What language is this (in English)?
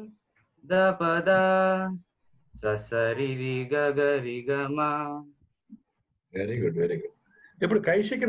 Telugu